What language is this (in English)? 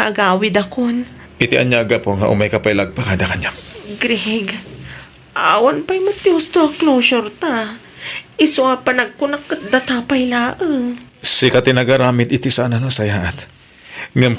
Iloko